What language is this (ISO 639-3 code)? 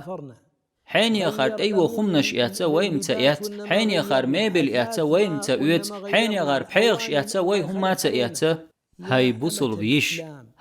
che